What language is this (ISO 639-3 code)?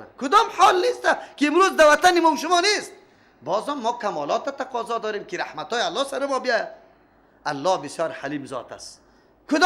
fas